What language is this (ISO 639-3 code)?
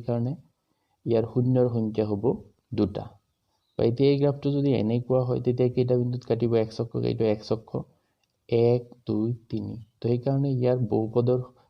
asm